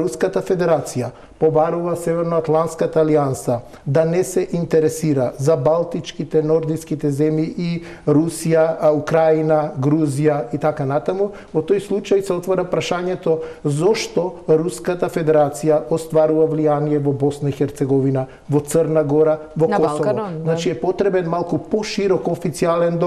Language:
Macedonian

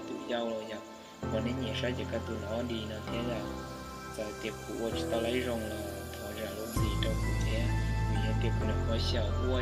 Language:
Hmong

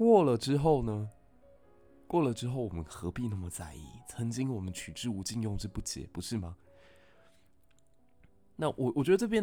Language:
Chinese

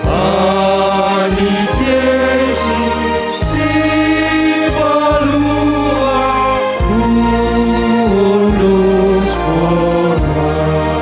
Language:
Batak Simalungun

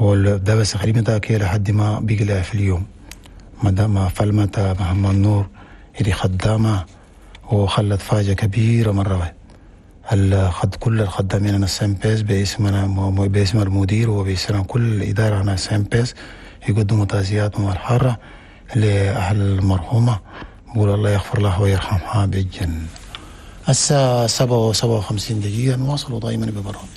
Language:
Chadian Arabic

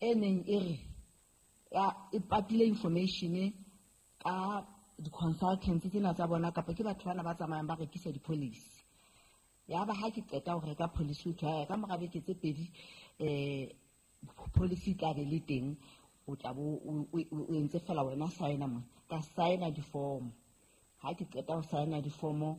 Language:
Southern Sotho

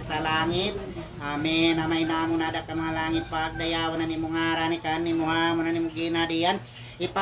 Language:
Waray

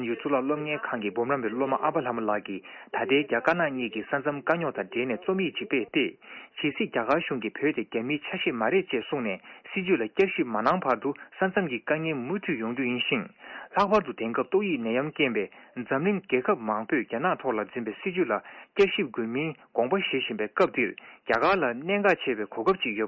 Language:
Tibetan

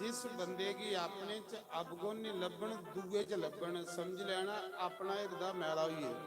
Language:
Dogri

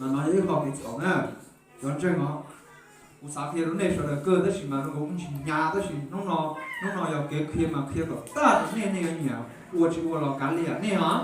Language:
Hmong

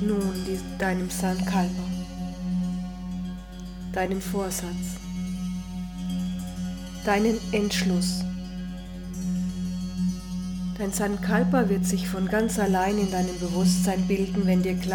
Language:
German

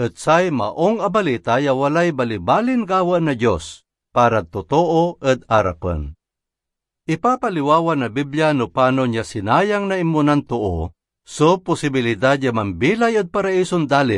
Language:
Pangasinan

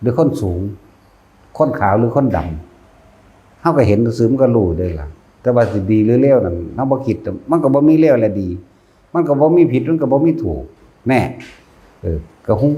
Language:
Northeastern Thai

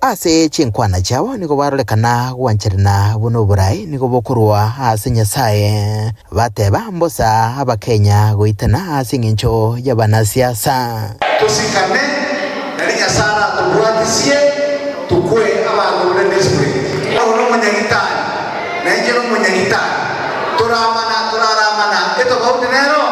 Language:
Gusii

